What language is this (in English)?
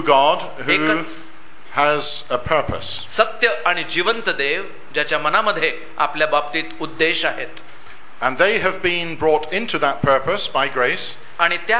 Marathi